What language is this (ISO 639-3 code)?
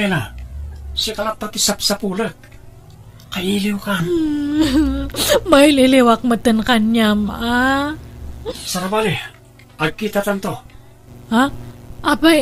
ilo